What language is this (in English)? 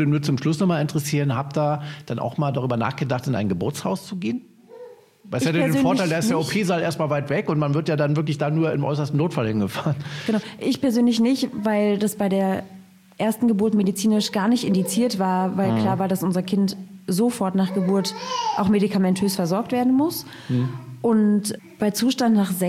German